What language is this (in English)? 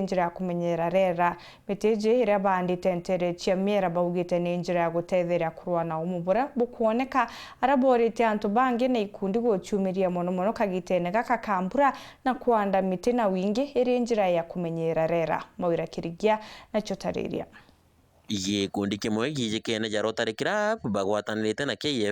Meru